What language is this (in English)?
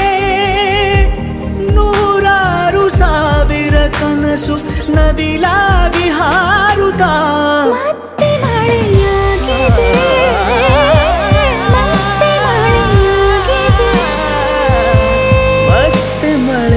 Kannada